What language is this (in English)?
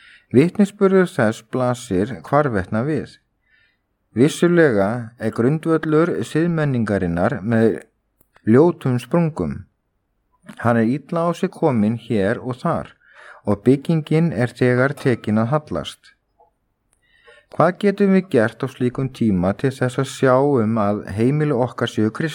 Icelandic